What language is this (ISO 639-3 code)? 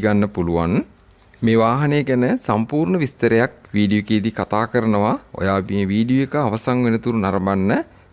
sin